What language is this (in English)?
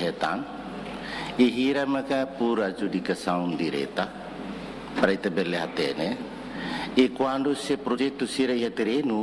Tetum